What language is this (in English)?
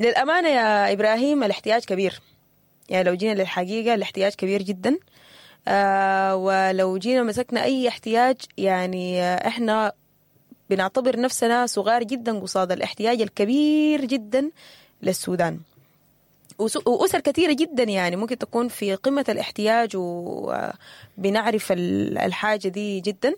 Sudanese Arabic